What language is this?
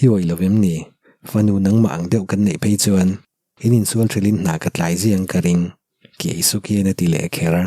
Mizo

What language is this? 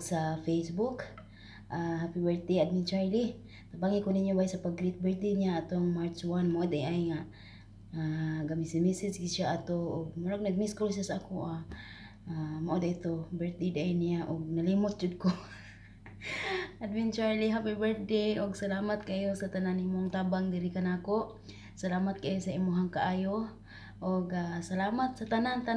Cebuano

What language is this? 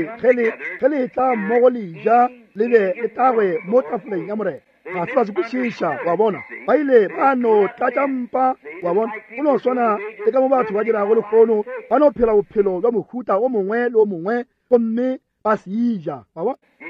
Northern Sotho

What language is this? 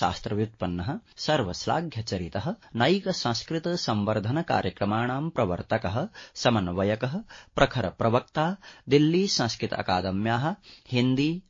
Sanskrit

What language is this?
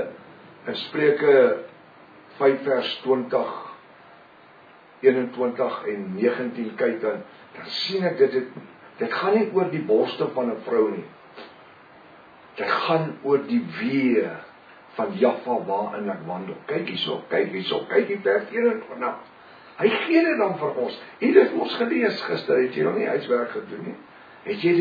Afrikaans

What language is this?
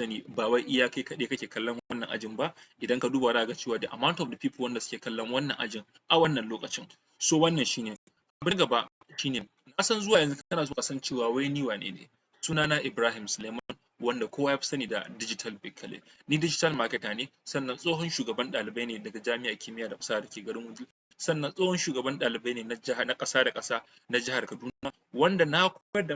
Hausa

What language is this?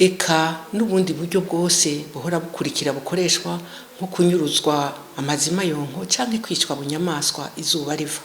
Rundi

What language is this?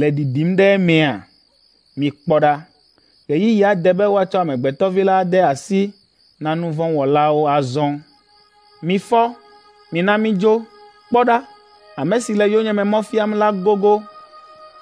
Ewe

